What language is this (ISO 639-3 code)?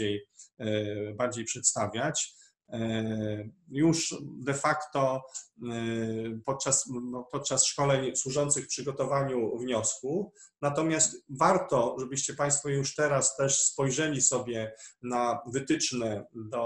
pol